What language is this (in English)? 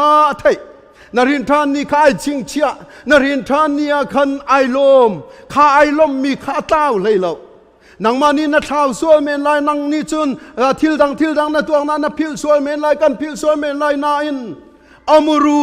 Hakha Chin